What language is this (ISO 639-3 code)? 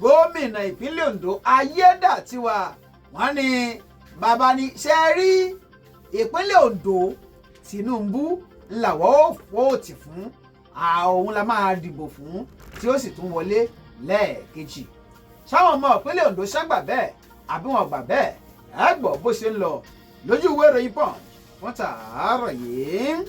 yor